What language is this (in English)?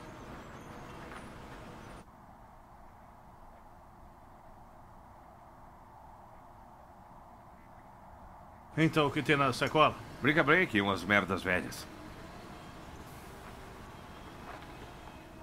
Portuguese